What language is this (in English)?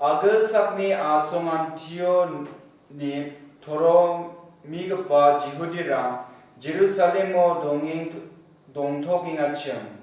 Garo